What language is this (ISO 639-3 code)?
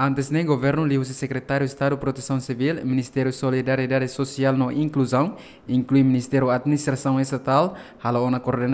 tet